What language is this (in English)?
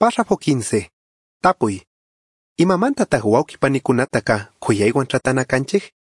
Chimborazo Highland Quichua